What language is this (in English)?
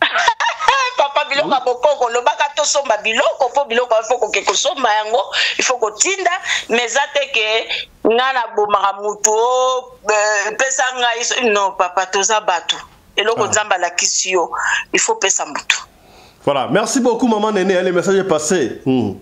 Lingala